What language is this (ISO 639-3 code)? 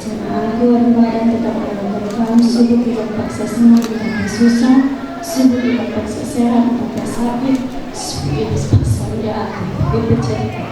btx